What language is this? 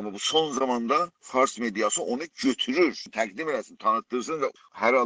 South Azerbaijani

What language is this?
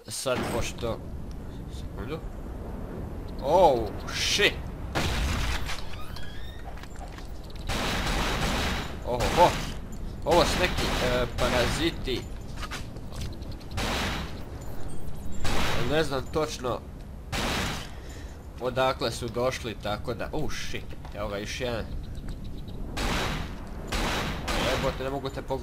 Croatian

